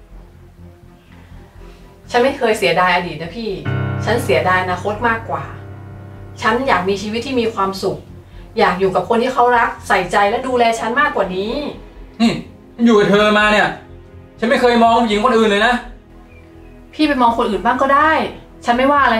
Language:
Thai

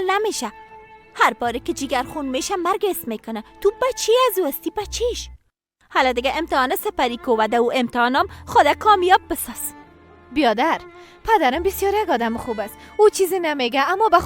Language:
Persian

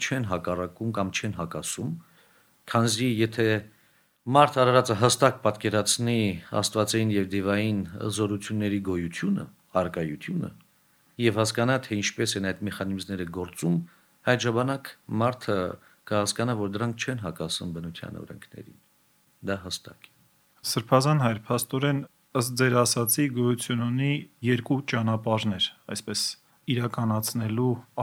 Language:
Armenian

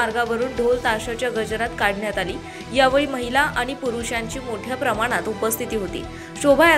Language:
Marathi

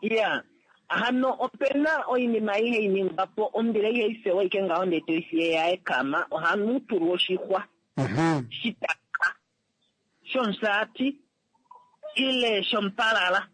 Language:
Kuanyama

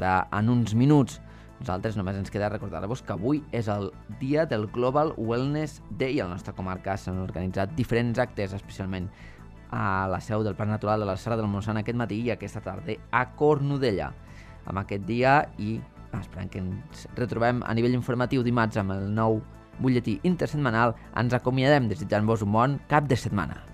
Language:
Catalan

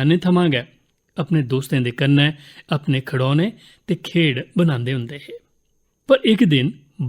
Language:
Dogri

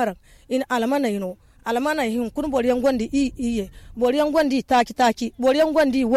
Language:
Zarma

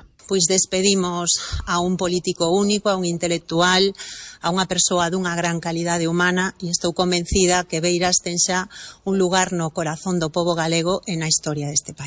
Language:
Galician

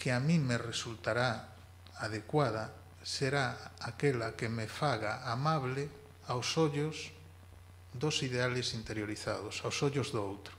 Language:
Galician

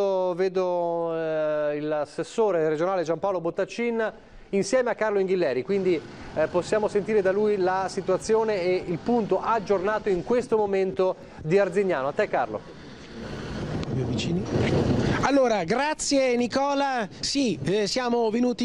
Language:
Italian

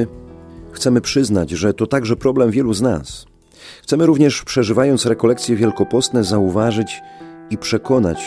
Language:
Polish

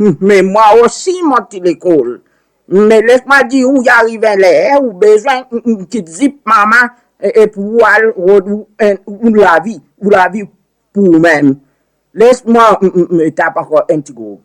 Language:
Seselwa Creole French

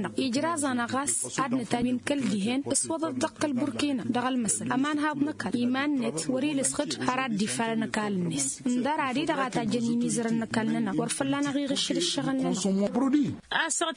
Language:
Tamasheq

